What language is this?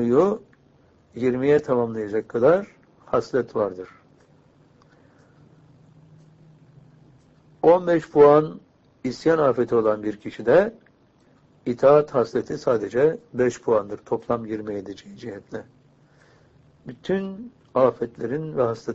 Turkish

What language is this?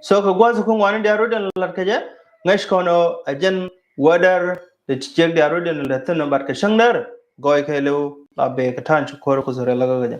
Nuer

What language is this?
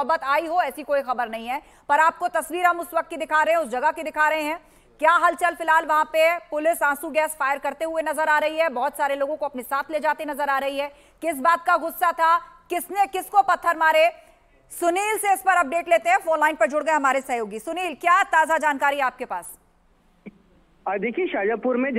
Hindi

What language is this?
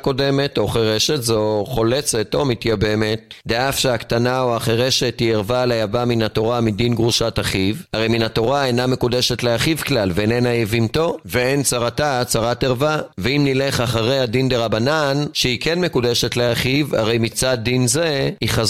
Hebrew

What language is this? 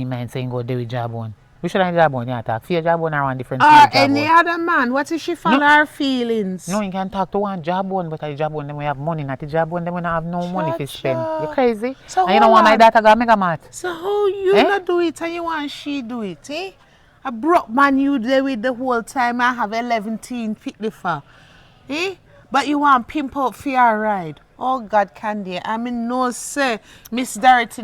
Jamaican Creole English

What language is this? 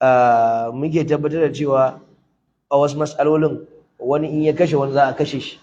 Hausa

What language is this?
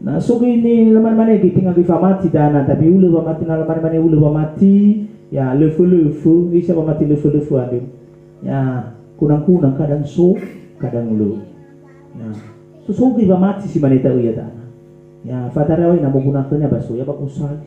Nias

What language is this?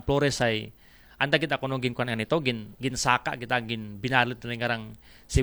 Aklanon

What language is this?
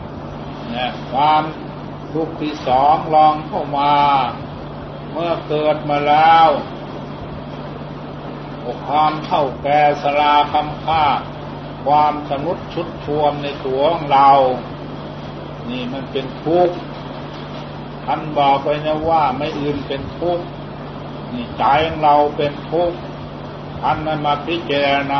Thai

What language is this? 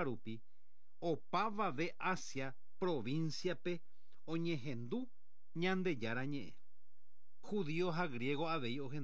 Guarani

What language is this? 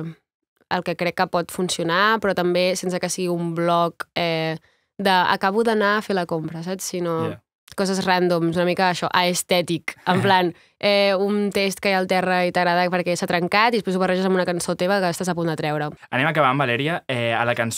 Catalan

